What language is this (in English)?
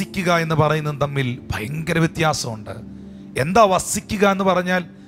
Malayalam